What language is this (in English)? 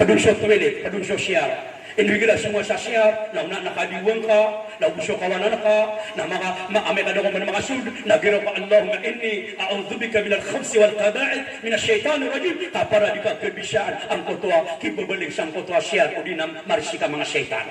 Maranao